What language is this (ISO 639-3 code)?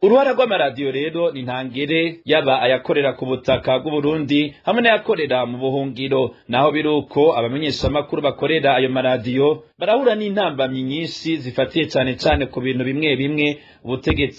run